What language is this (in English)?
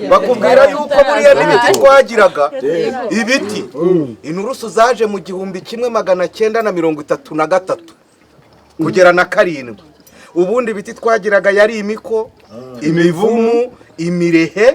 Kinyarwanda